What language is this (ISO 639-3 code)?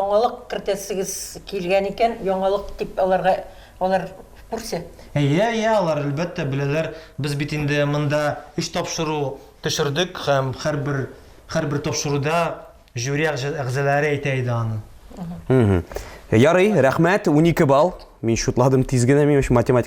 tat